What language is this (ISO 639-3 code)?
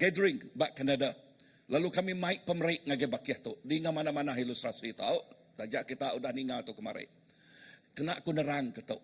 iba